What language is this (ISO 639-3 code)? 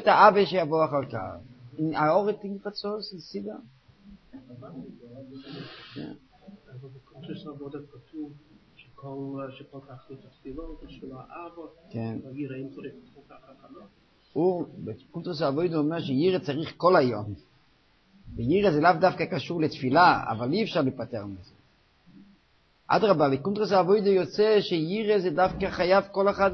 heb